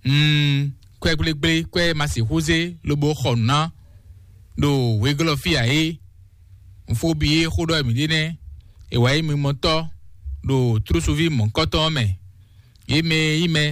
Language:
Fon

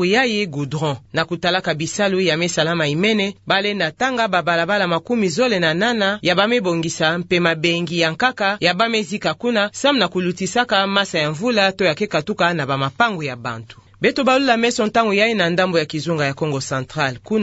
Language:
Kituba (Democratic Republic of Congo)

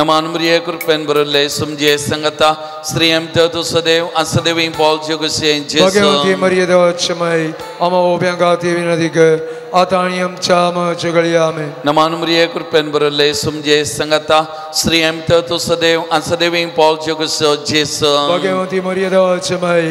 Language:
Konkani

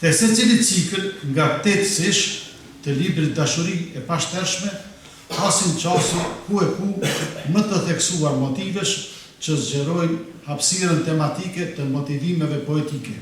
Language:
Albanian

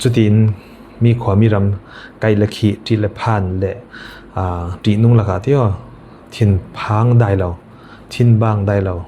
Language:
Falam Chin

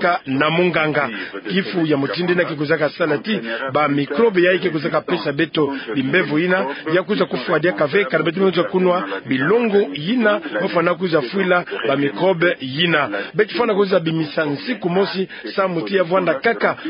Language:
Kituba (Democratic Republic of Congo)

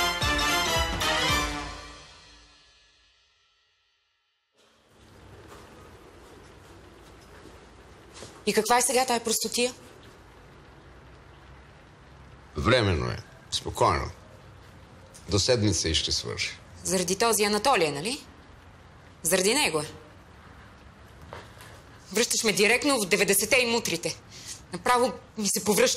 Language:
Bulgarian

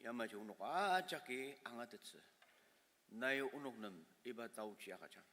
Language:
Ao Naga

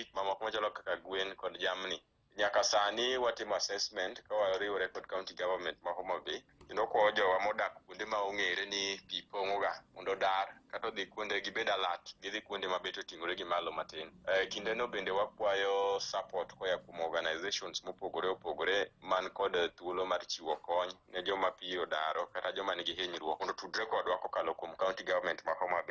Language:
Luo (Kenya and Tanzania)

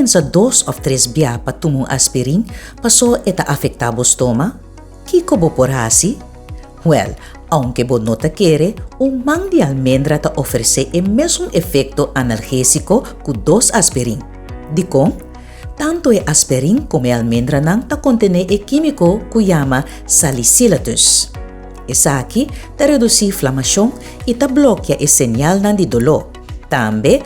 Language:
Papiamento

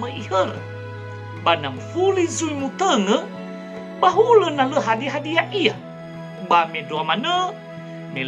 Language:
Nias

